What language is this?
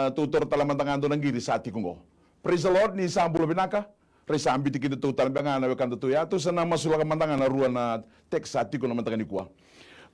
Fijian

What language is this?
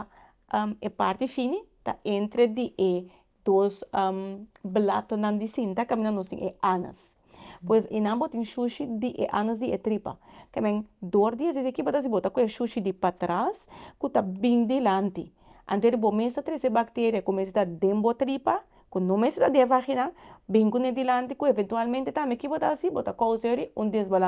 Papiamento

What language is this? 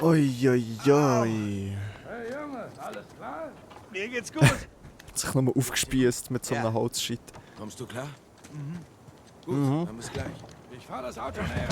Swiss German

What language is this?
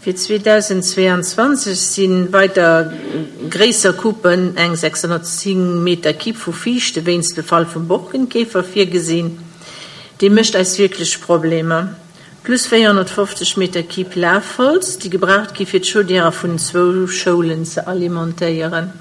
Luxembourgish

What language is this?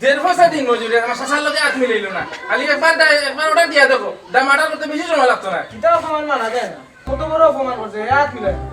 Sylheti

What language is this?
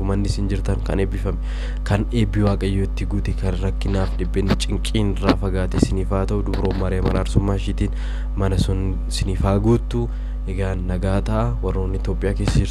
Oromo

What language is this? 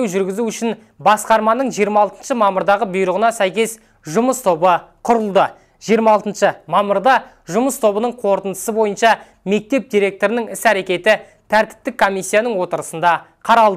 Kazakh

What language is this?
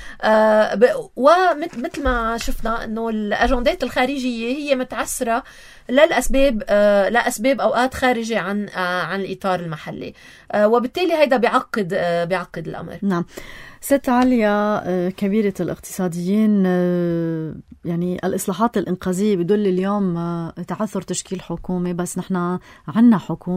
North Levantine Arabic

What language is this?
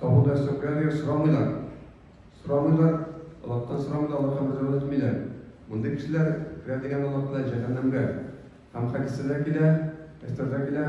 Tatar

